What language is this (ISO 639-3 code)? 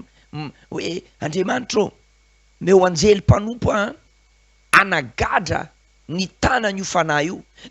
mlg